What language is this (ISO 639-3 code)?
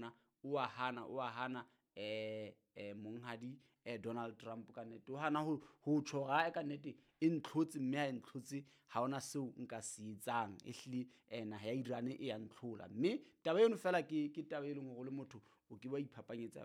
sot